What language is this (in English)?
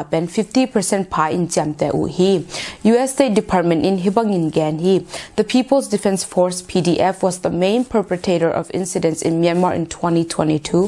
Tedim Chin